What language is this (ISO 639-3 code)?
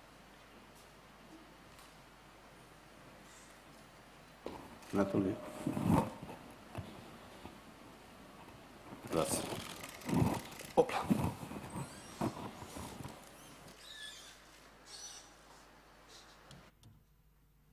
ita